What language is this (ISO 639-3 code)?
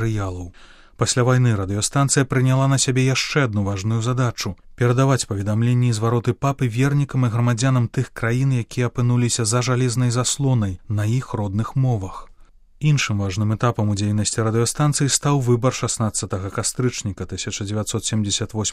bel